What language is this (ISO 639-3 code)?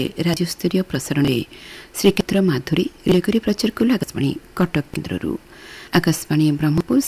ori